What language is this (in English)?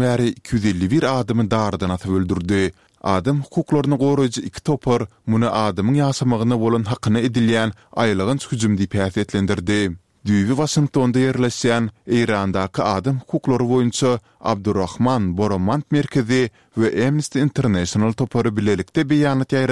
Turkmen